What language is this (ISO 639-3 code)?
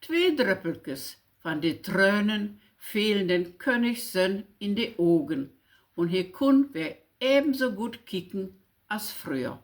nds